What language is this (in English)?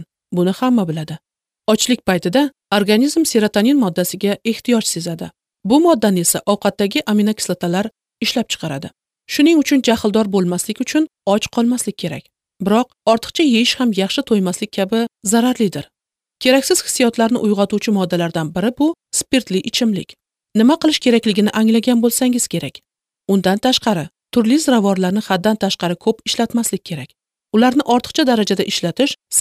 Uzbek